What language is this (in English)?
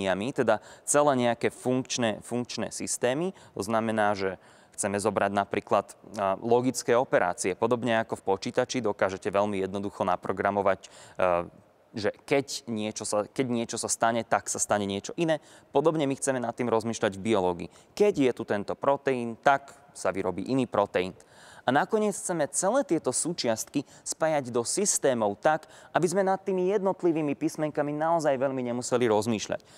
Slovak